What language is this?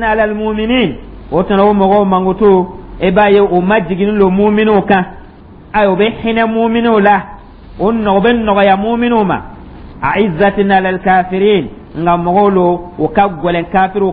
Dyula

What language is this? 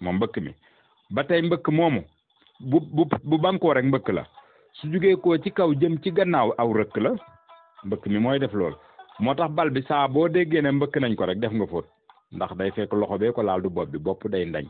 Wolof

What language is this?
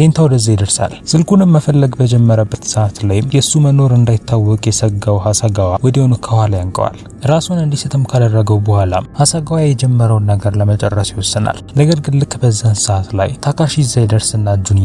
Amharic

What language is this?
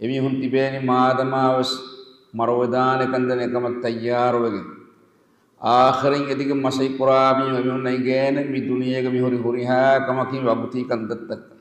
Divehi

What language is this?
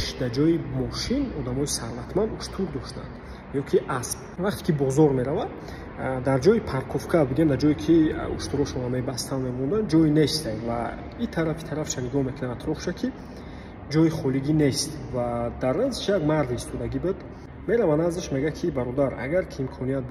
Tajik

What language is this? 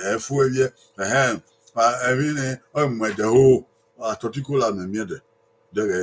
Bini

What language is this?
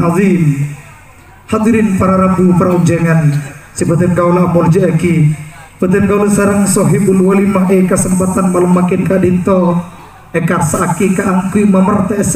Madurese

